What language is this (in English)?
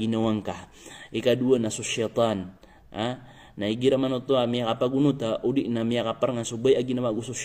Maranao